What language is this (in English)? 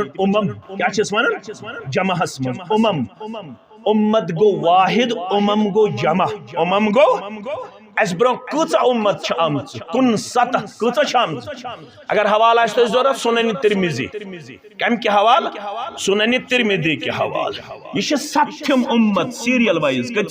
Kashmiri